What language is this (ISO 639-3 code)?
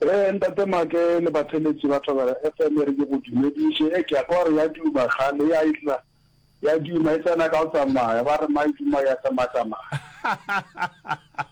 nso